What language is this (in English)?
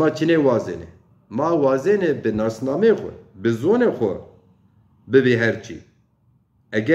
Zaza